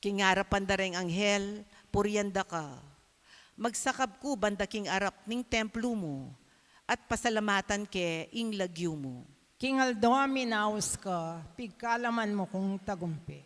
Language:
Pampanga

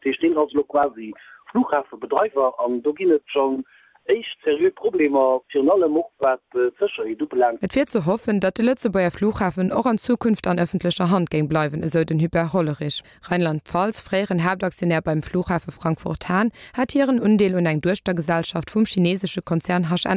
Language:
Luxembourgish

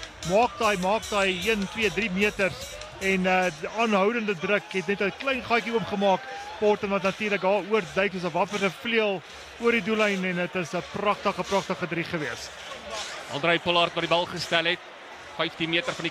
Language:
Afrikaans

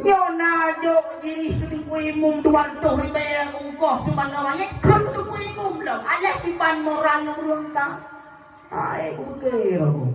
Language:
Achinese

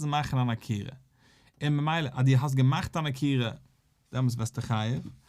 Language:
Yiddish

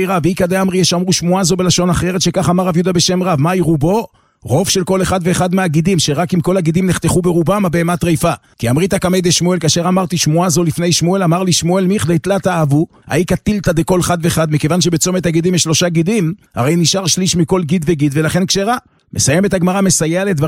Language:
Hebrew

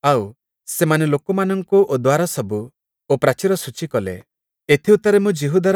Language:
Odia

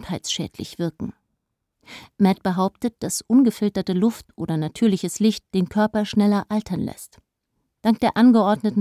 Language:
German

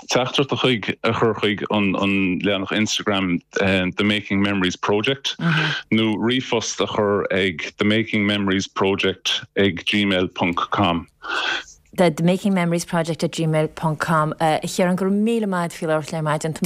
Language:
Irish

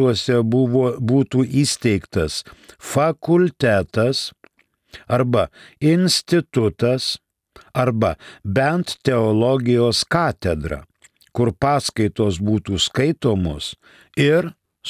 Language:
Lithuanian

